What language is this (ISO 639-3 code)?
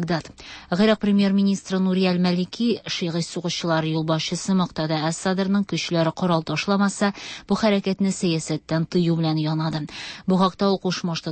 tat